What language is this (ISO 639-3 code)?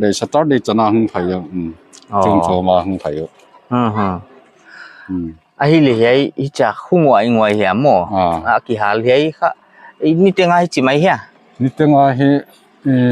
pck